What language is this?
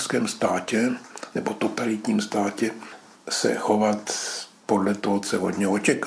Czech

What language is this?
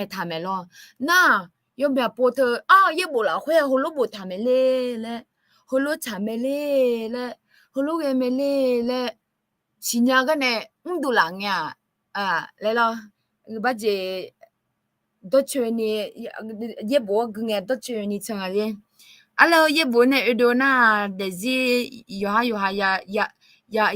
Akha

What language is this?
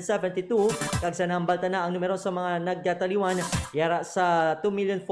Hiligaynon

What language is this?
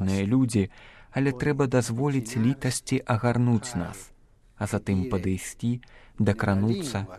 Belarusian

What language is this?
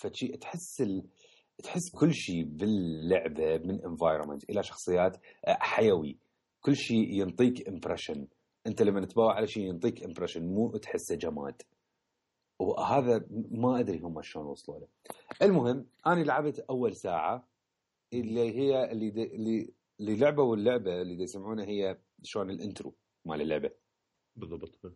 Mesopotamian Arabic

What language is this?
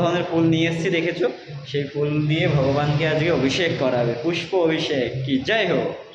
Bangla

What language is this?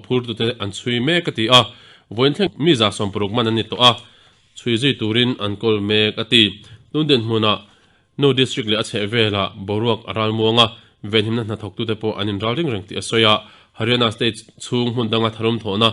Mizo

